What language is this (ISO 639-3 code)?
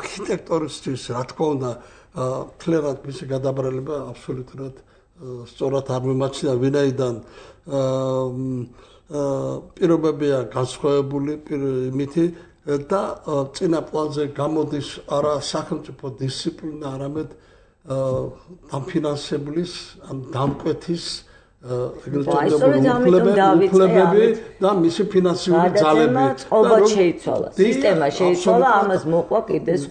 kat